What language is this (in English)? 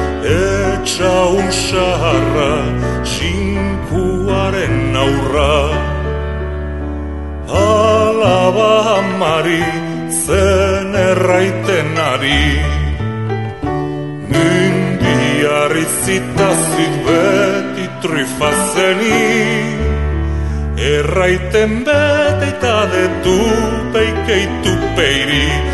Basque